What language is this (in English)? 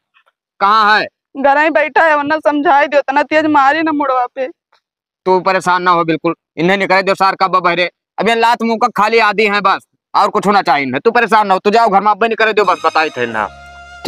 Awadhi